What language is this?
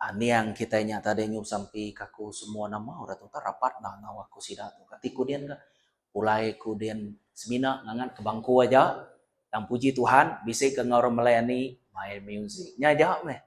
Iban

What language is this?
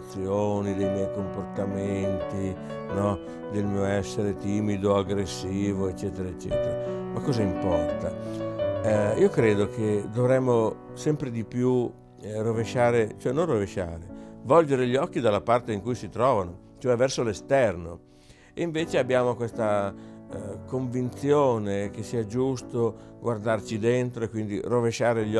Italian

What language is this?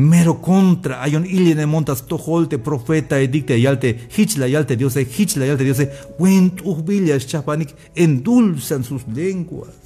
Tzeltal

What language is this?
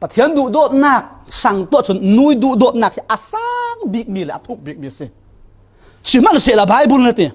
Falam Chin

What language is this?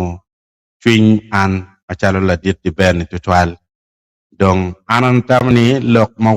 Acoli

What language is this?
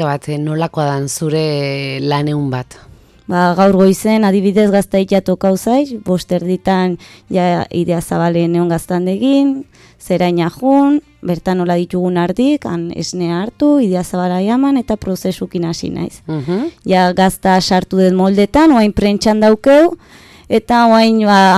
Basque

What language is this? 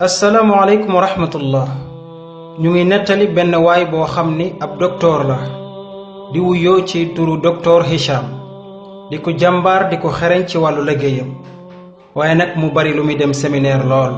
Wolof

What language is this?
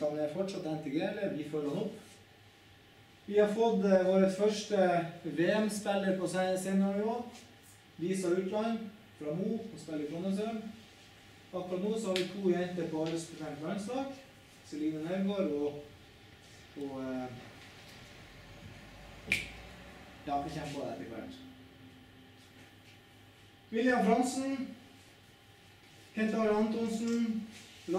Norwegian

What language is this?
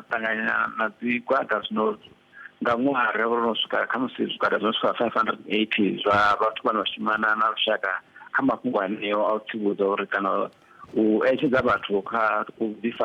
Venda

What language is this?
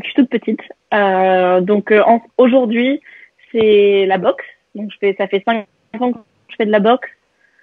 French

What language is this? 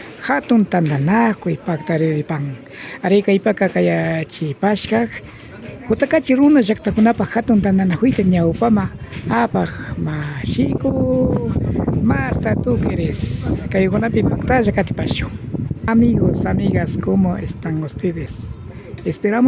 Imbabura Highland Quichua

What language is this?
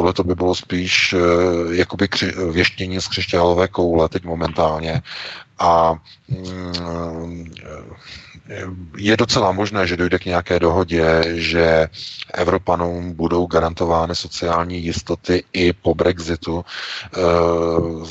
Czech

